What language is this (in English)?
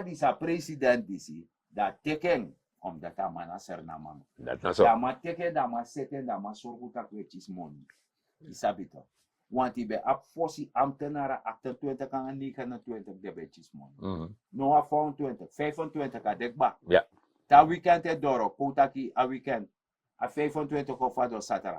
Sranan Tongo